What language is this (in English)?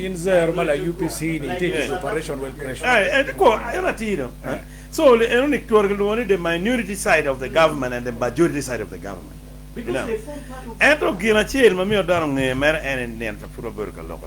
Acoli